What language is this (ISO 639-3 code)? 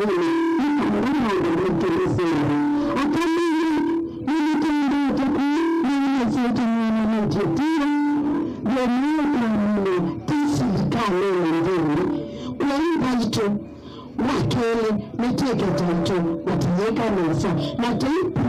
kam